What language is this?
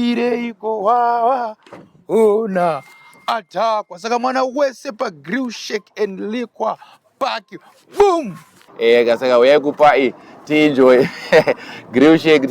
Shona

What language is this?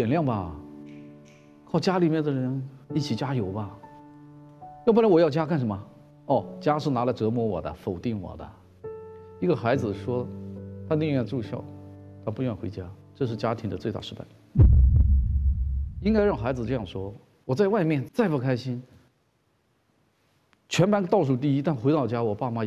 Chinese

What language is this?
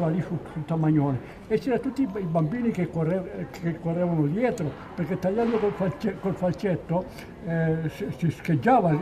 Italian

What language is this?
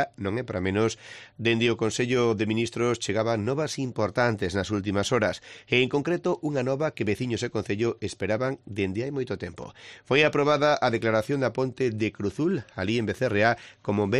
Galician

